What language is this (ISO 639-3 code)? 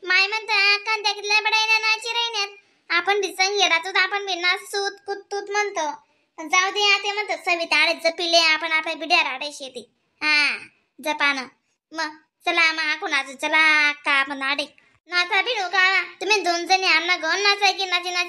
khn